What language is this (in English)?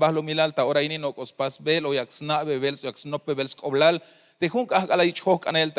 Tzeltal